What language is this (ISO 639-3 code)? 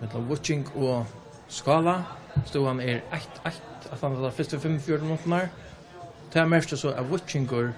fao